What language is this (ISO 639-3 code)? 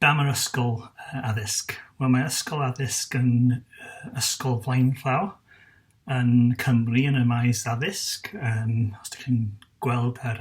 cym